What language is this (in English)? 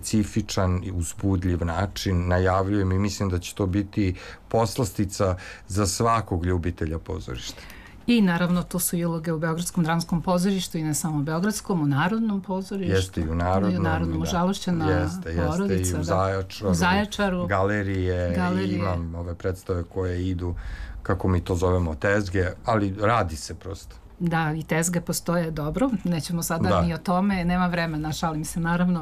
Serbian